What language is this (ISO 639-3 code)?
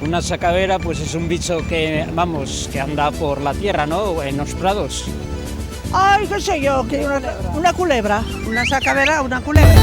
ast